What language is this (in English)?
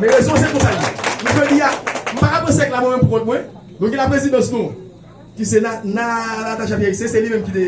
Haitian Creole